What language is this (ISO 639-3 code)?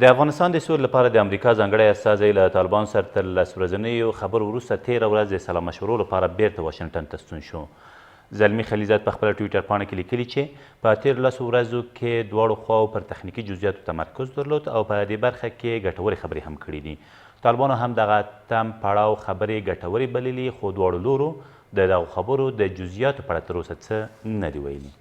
pus